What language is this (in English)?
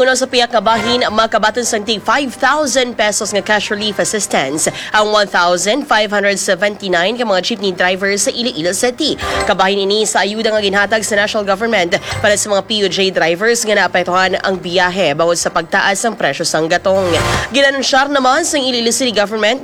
Hiligaynon